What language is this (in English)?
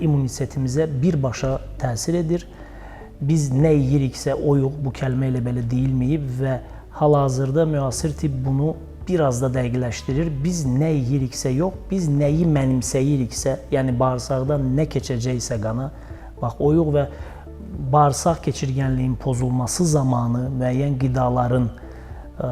Azerbaijani